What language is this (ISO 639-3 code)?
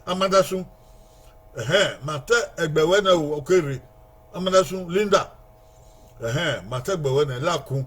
bin